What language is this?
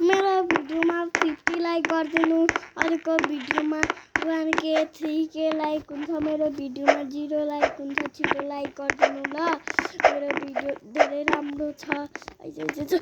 Nepali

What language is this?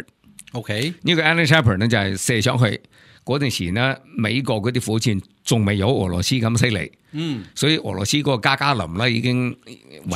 Cantonese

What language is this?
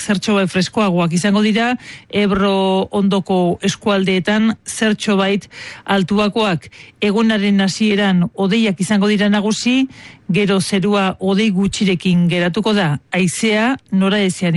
Basque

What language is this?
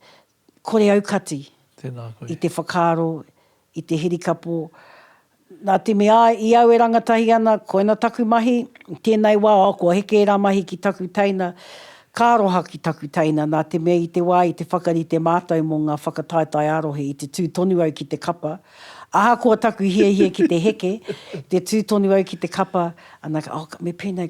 Māori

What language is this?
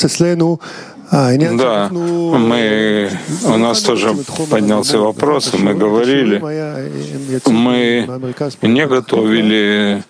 Russian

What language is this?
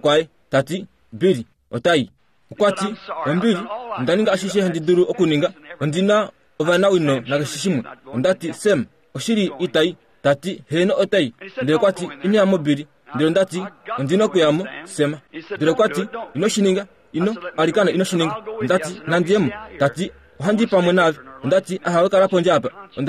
Kuanyama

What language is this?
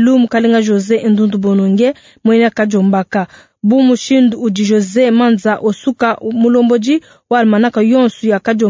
Luba-Lulua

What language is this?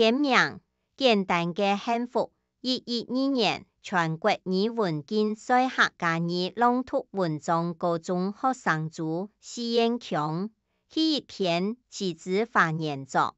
Hakka Chinese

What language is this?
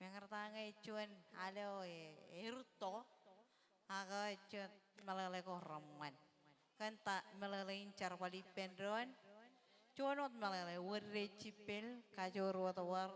Marshallese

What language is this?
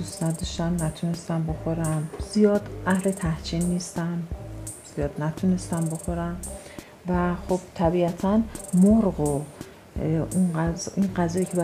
Persian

